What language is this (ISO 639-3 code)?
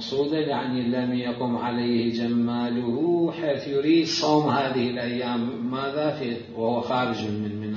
acm